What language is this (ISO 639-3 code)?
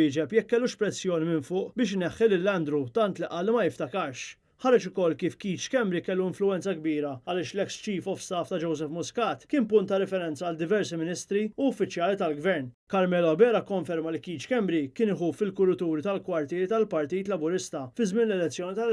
mlt